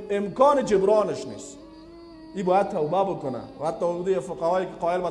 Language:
Persian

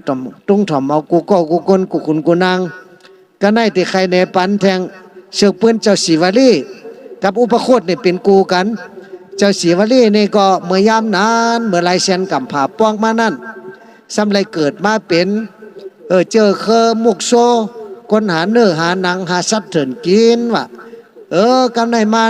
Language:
Shan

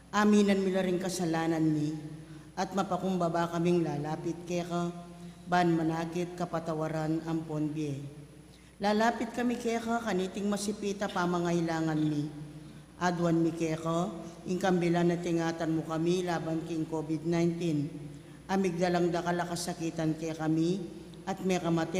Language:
Pampanga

